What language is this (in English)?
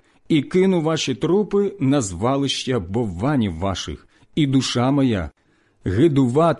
Ukrainian